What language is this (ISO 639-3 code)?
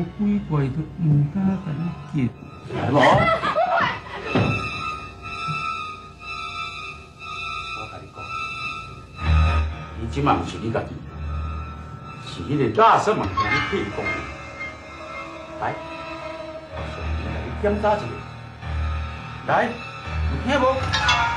nan